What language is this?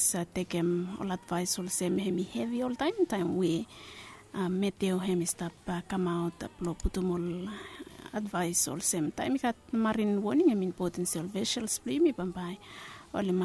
Bislama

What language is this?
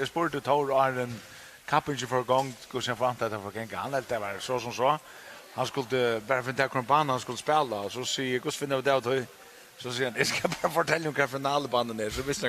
Faroese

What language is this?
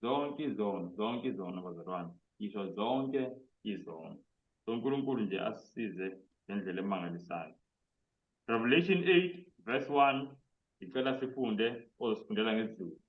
Zulu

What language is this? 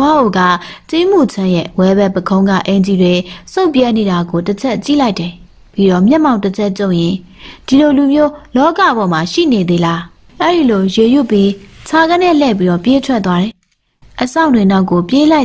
Burmese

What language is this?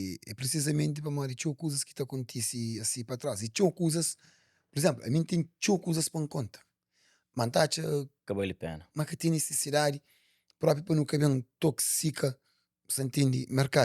Kabuverdianu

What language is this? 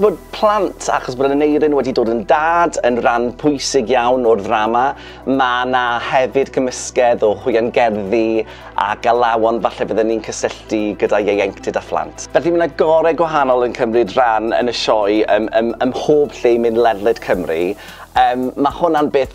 Welsh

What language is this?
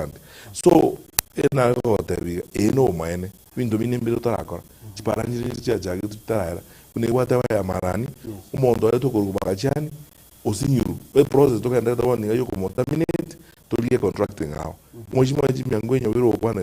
Gusii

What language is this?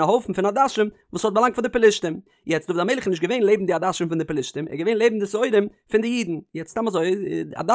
Yiddish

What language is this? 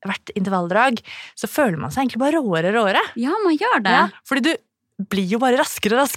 Norwegian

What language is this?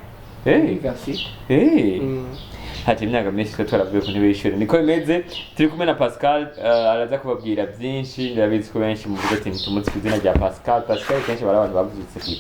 Rundi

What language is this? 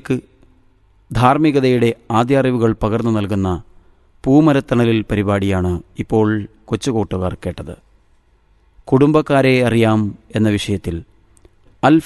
Malayalam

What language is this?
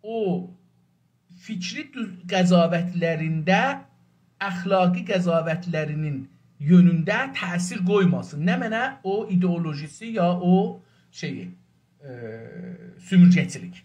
South Azerbaijani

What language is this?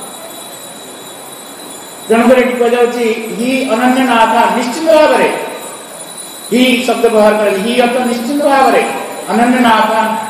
Odia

